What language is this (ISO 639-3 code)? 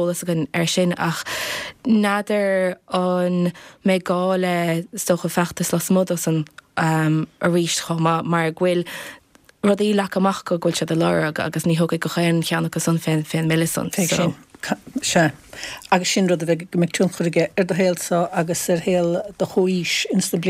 gle